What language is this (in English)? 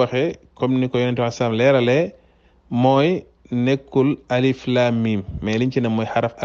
Wolof